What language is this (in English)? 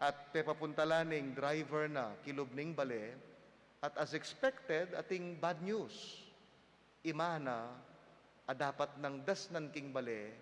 Pampanga